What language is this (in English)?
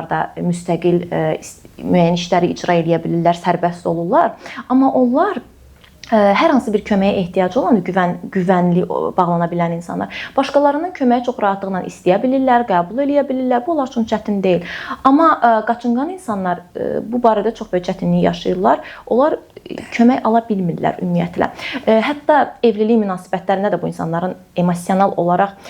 Azerbaijani